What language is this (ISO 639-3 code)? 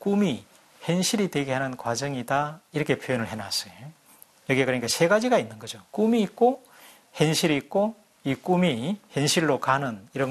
kor